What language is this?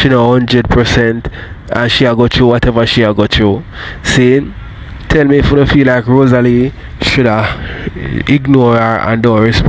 Jamaican Creole English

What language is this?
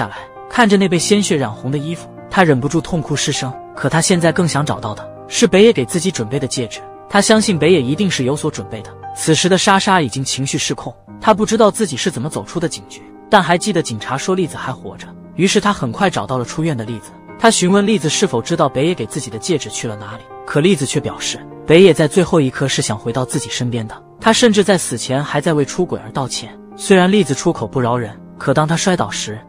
Chinese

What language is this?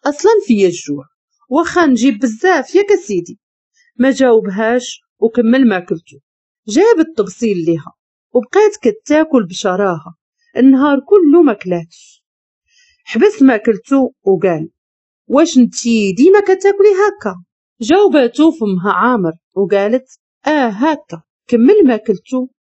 Moroccan Arabic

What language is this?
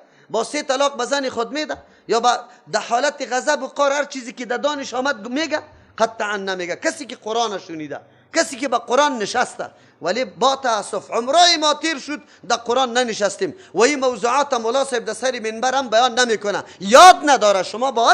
Persian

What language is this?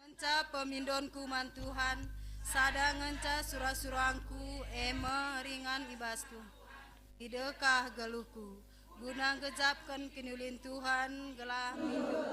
Batak Karo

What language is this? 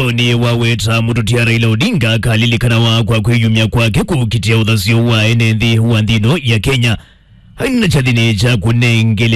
Kamba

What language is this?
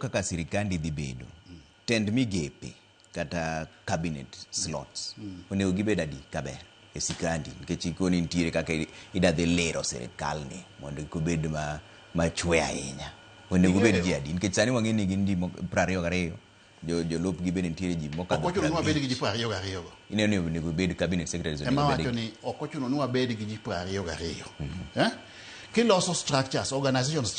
Luo (Kenya and Tanzania)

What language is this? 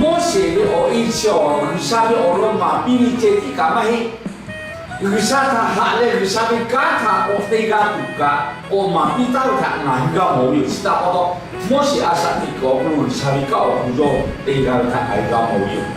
Lahu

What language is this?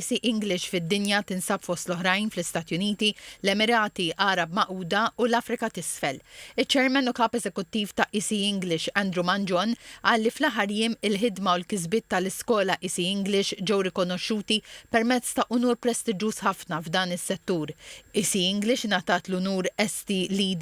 Maltese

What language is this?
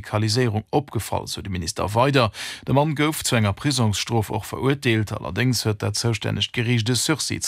Luxembourgish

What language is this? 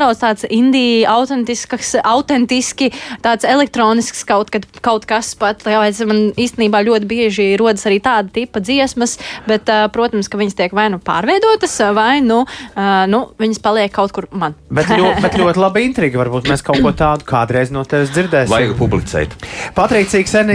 Latvian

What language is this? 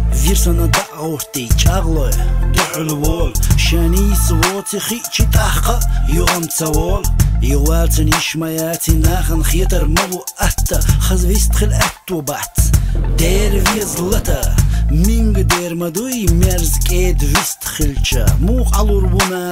Chechen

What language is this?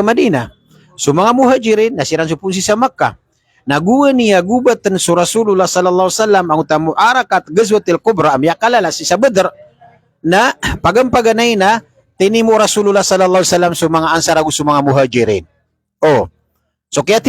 Maranao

